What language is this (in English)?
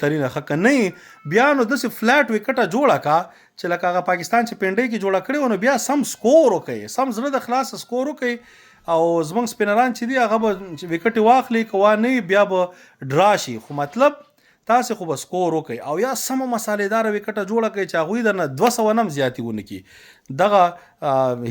Pashto